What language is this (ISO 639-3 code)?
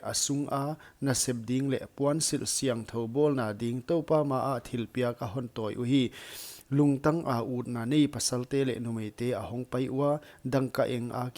pck